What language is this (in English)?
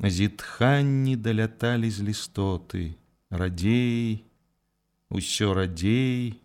Belarusian